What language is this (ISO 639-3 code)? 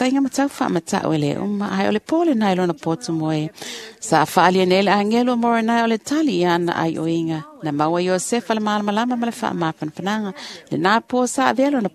smo